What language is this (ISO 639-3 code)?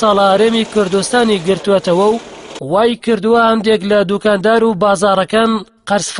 ckb